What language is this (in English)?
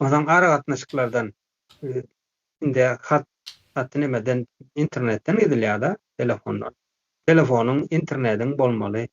Turkmen